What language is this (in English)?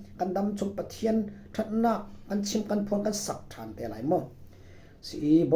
Falam Chin